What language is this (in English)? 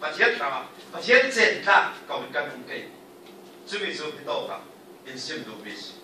Falam Chin